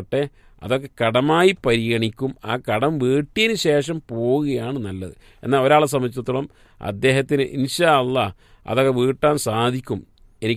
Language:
Malayalam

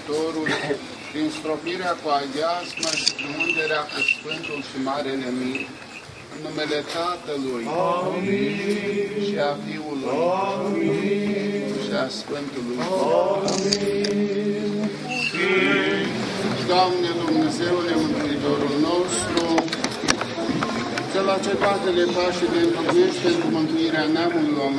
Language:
Romanian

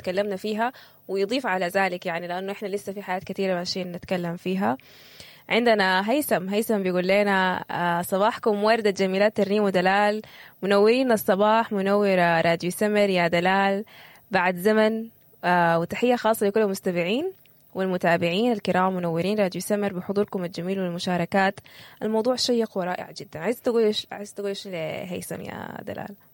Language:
Sudanese Arabic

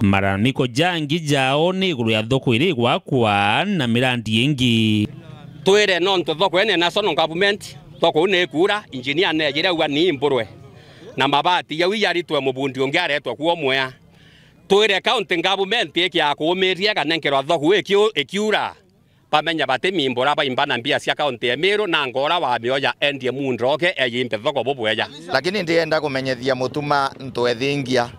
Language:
Meru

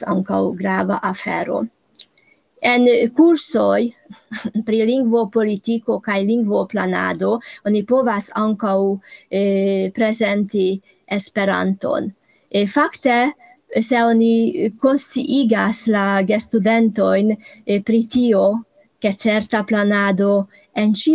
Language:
Esperanto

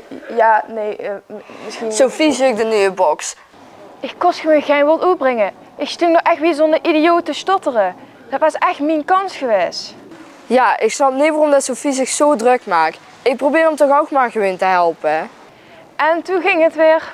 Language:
Limburgish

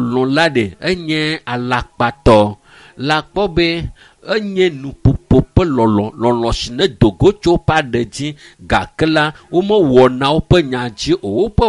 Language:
Ewe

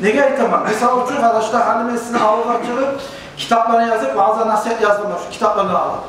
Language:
Kumyk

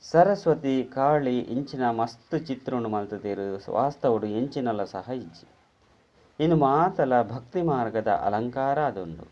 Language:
Tulu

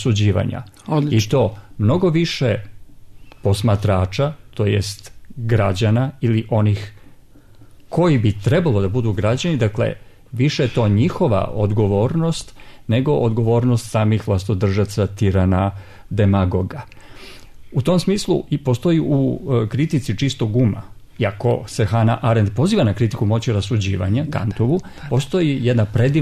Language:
Serbian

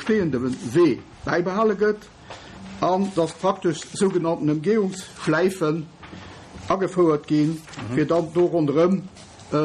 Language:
Luxembourgish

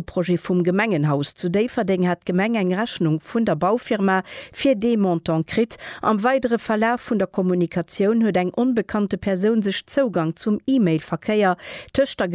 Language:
Luxembourgish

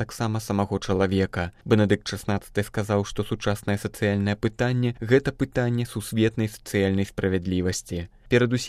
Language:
Belarusian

